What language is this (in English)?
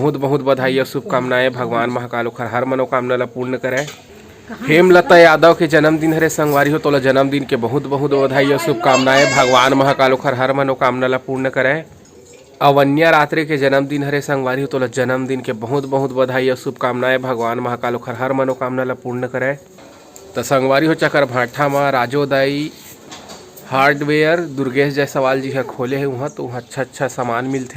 Chhattisgarhi